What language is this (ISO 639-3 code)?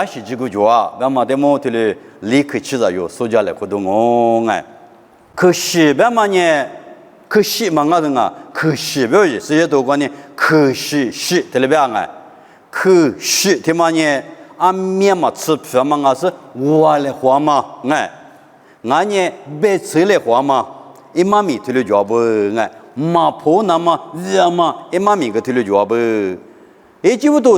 lis